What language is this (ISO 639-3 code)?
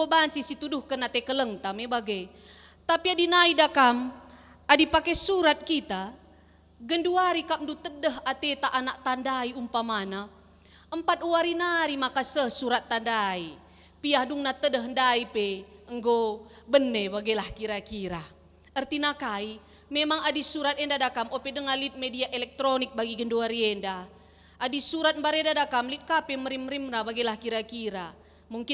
btx